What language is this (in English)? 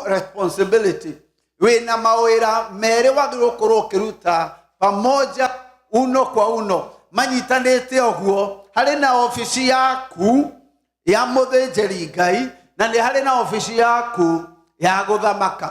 Kikuyu